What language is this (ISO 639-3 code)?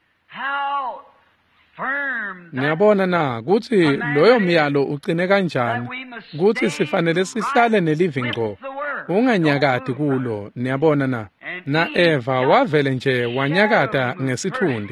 ssw